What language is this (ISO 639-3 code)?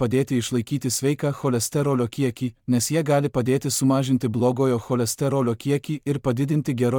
lit